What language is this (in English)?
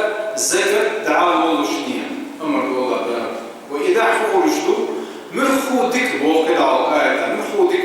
Chechen